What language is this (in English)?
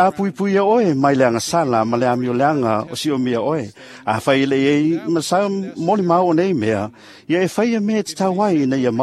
Samoan